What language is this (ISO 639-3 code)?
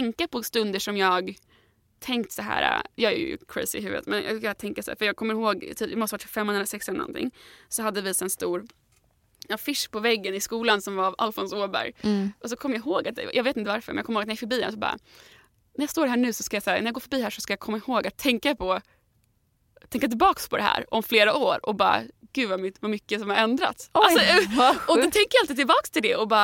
swe